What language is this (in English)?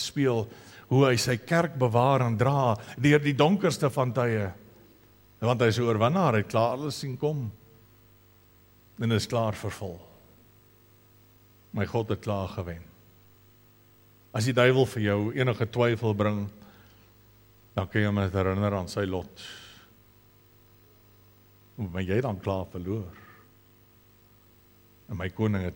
Afrikaans